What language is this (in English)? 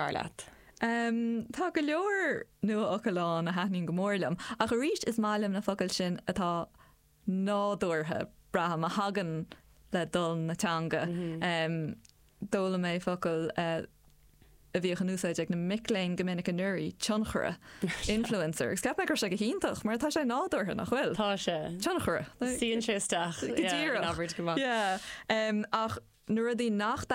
Irish